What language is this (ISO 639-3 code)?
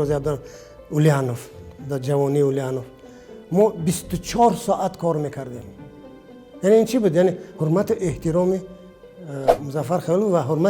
tgk